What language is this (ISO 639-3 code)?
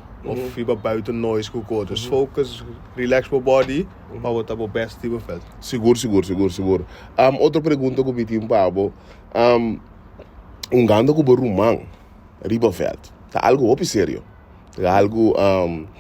pap